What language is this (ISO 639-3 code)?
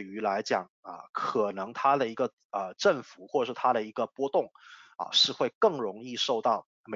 zho